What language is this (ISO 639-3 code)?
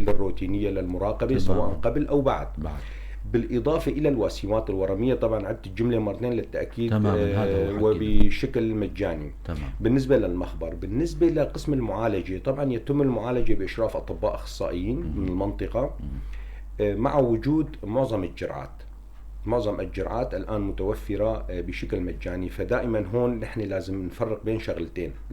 apc